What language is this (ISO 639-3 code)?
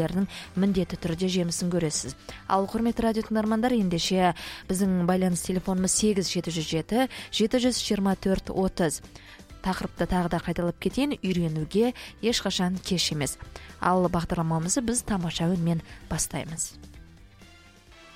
kaz